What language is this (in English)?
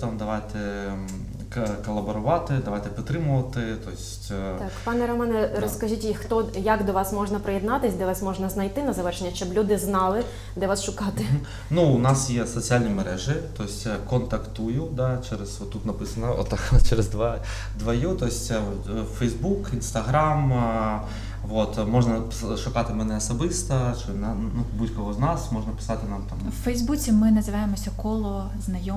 Ukrainian